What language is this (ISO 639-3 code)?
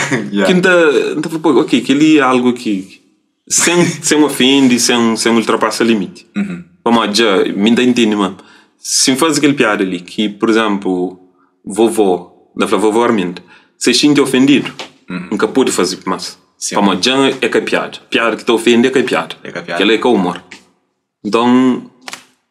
kea